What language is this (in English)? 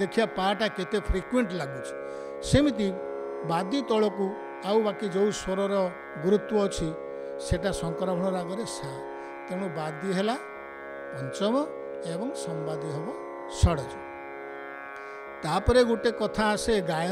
Odia